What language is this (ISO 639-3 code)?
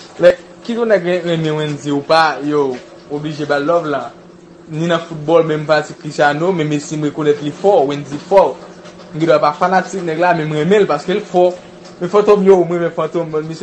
hat